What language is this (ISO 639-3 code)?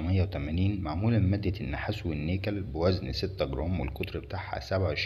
arz